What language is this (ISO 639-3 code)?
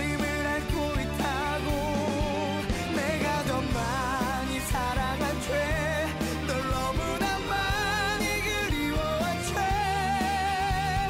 kor